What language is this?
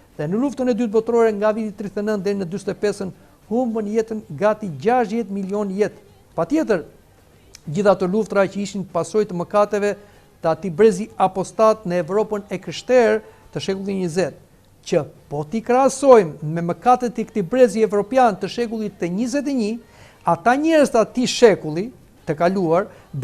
Albanian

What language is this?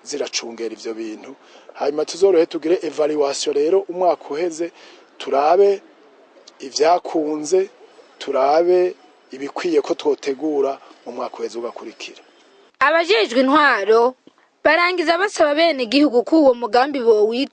Rundi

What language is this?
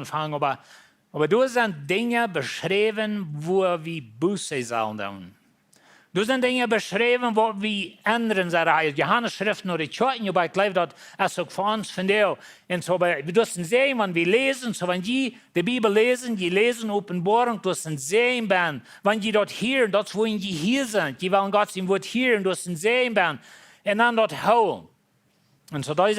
Plautdietsch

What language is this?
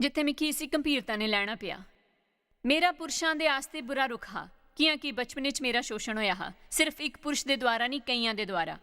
Dogri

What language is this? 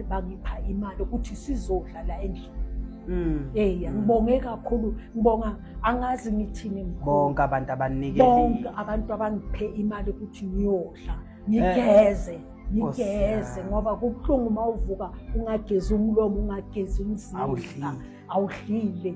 Zulu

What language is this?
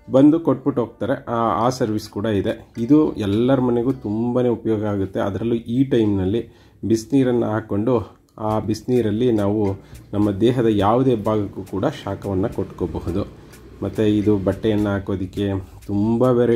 Kannada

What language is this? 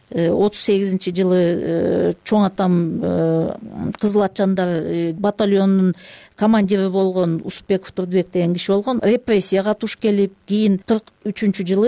Kyrgyz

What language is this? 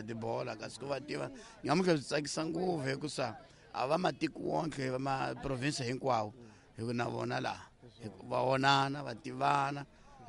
Tsonga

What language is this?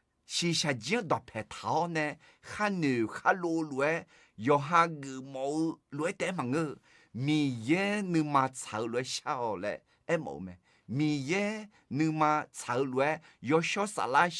Akha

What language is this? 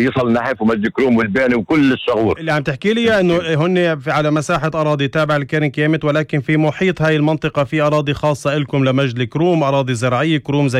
North Levantine Arabic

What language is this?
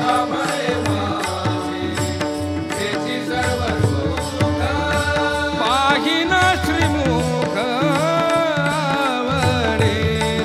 Marathi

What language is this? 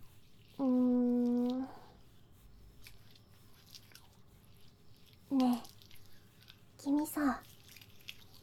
Japanese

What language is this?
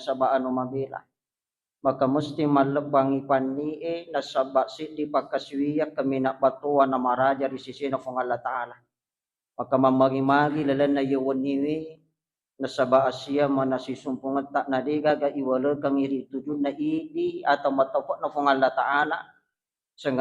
Buginese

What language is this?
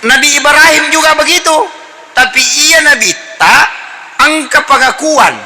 Buginese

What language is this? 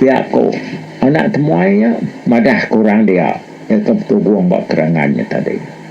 Iban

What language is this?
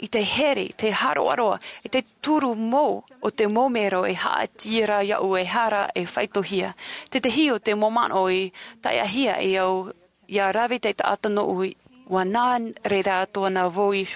Tahitian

